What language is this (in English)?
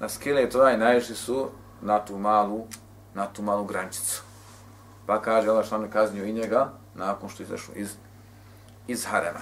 Bosnian